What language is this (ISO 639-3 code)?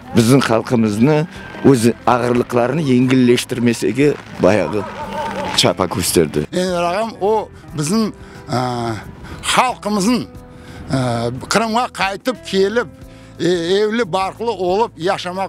crh